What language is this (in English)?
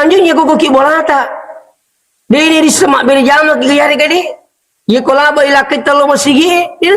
Buginese